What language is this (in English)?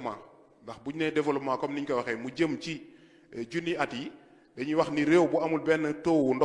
Wolof